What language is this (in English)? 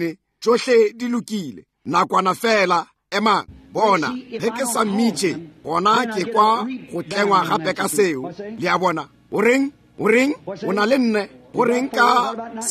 Northern Sotho